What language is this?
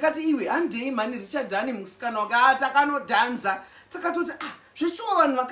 Shona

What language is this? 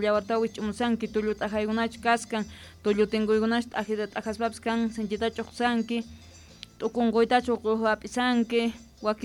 South Bolivian Quechua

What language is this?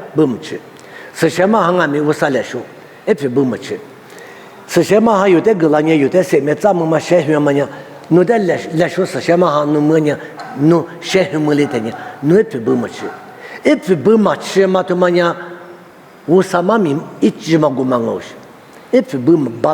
Lisu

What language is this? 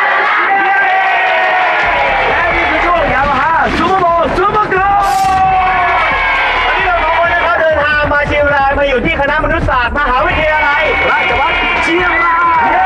Thai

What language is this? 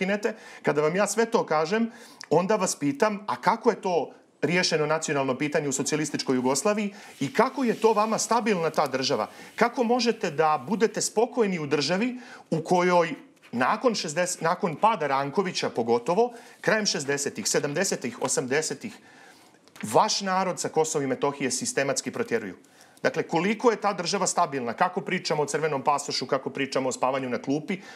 Serbian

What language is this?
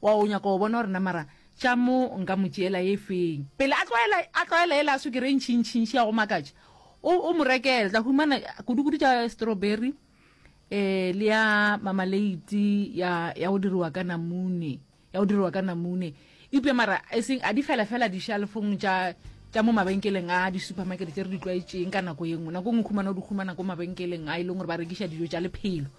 Northern Sotho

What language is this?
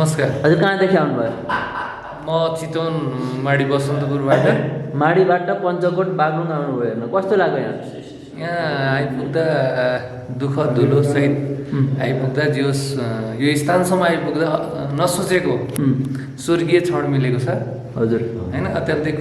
Nepali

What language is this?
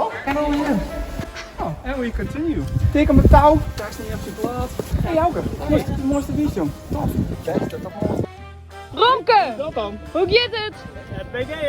Western Frisian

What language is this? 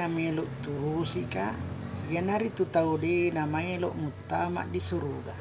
Buginese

